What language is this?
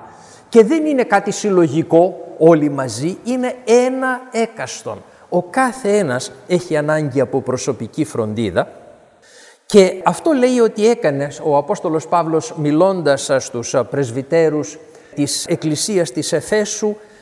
Greek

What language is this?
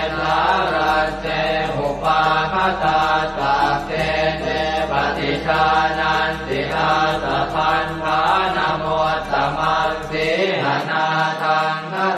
Pali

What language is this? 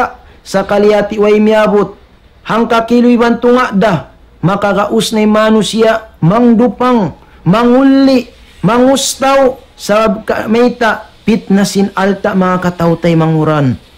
Tausug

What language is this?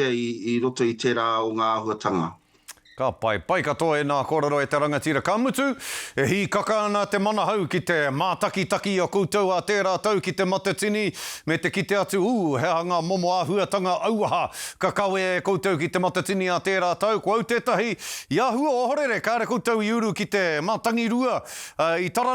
Māori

